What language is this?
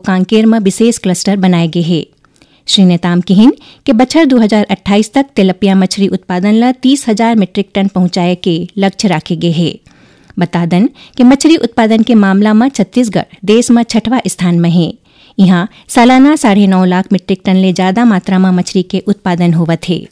Chhattisgarhi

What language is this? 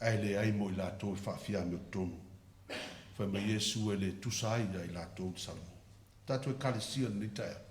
Samoan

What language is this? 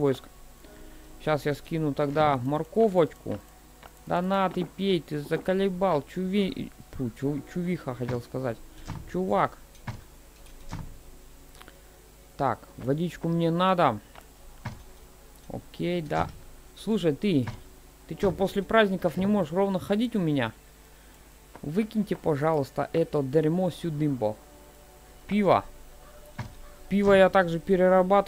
Russian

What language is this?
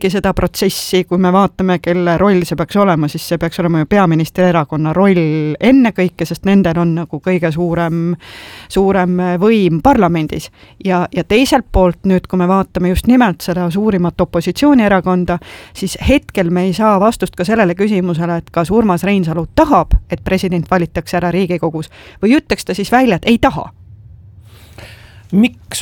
Estonian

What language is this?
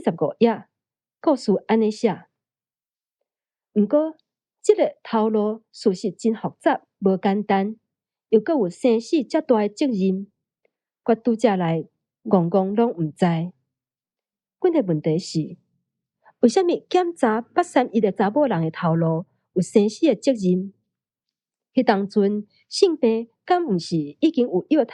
Min Nan Chinese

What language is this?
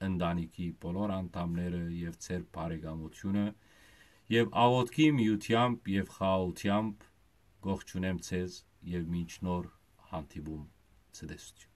Western Armenian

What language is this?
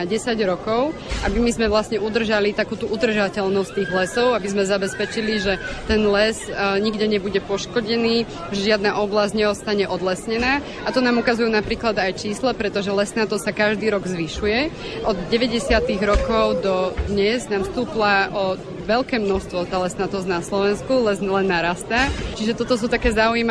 Slovak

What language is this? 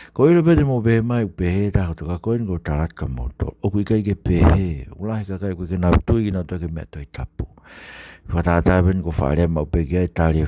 Tongan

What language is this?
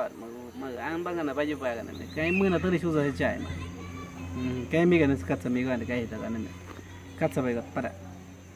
Awa-Cuaiquer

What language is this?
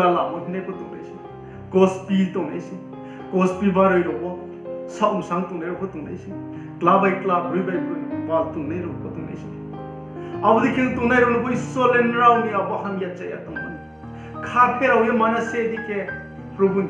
Riang (India)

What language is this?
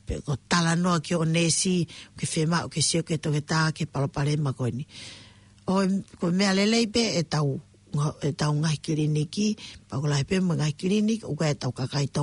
Tongan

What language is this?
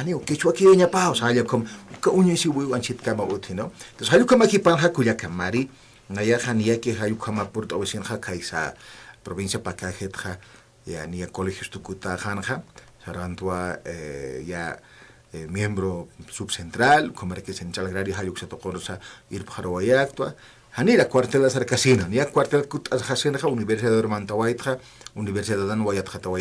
Aymara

